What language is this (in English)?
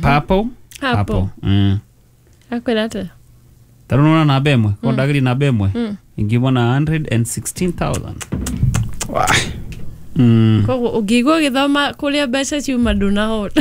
Kikuyu